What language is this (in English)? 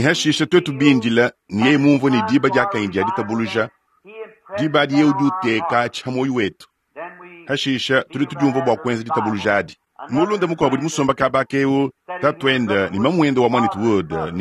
Luba-Lulua